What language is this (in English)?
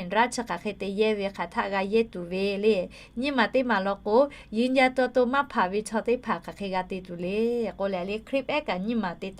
Lahu